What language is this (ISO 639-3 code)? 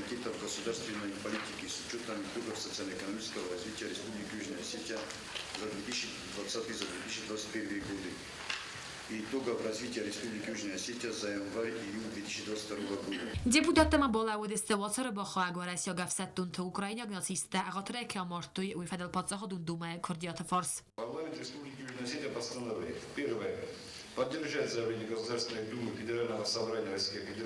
oss